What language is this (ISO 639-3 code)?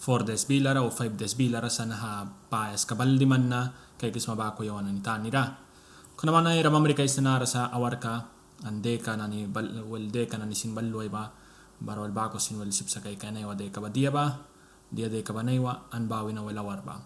miq